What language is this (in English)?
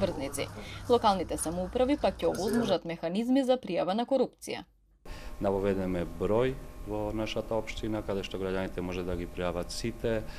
Macedonian